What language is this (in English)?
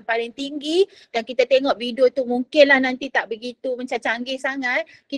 Malay